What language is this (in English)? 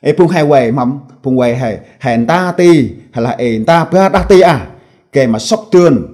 Central Mnong